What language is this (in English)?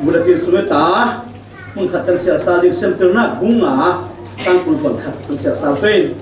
Falam Chin